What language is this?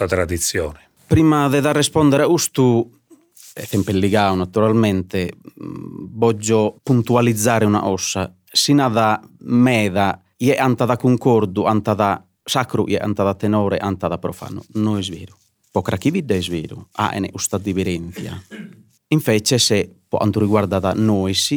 Sardinian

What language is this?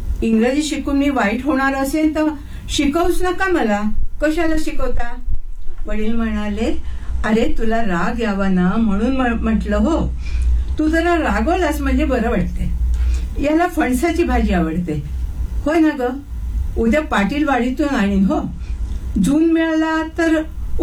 Marathi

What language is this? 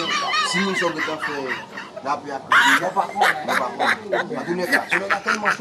Haitian Creole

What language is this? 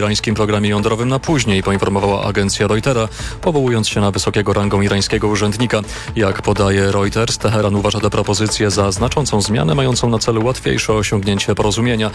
Polish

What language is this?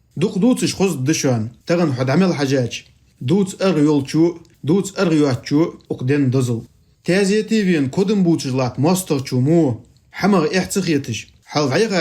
Ingush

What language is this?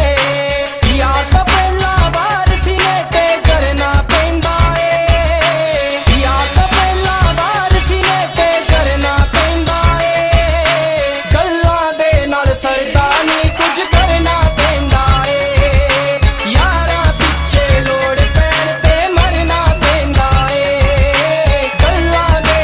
Punjabi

